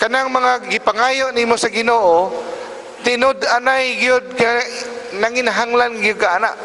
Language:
Cebuano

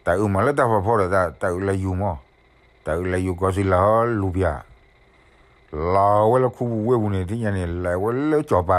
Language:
S'gaw Karen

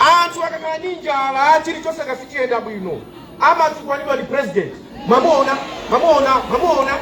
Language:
Nyanja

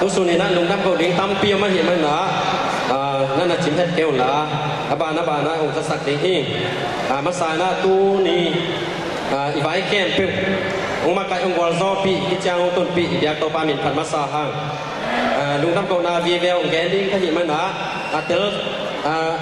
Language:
Tedim Chin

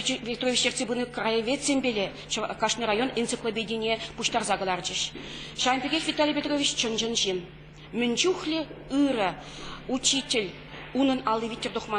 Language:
Chuvash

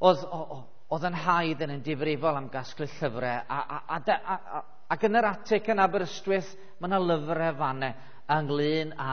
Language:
Welsh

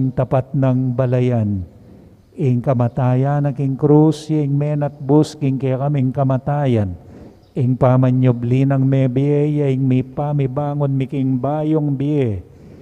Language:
Pampanga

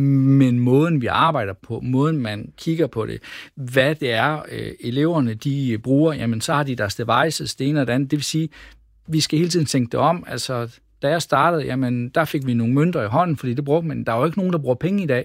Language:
Danish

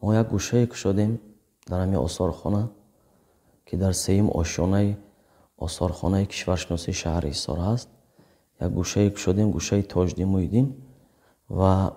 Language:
Tajik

